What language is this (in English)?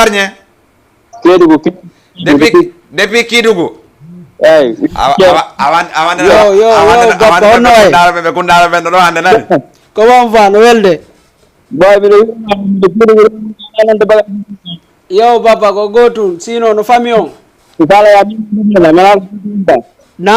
Fula